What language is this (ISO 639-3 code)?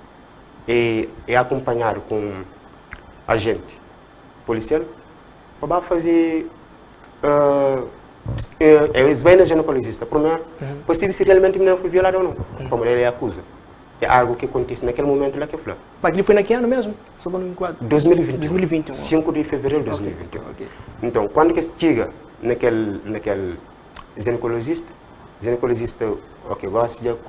kea